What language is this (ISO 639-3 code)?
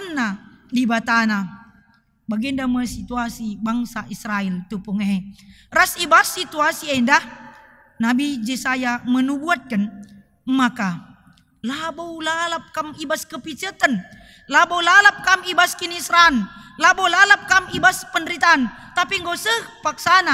btx